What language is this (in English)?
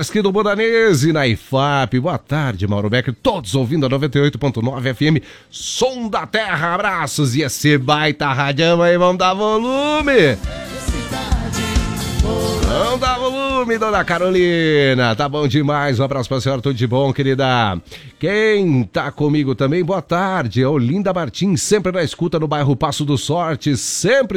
Portuguese